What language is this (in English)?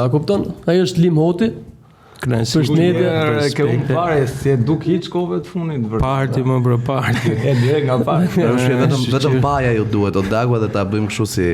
Albanian